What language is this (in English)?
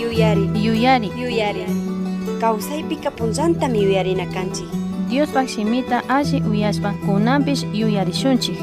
Chimborazo Highland Quichua